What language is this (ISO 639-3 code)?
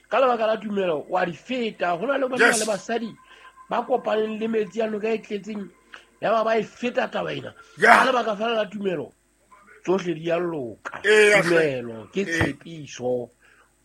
sot